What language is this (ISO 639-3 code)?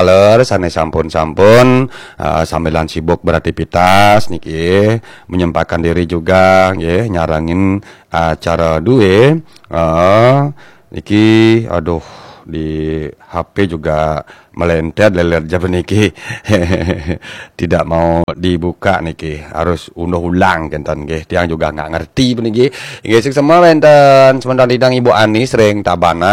ban